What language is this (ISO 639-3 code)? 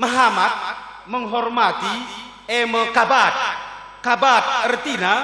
btx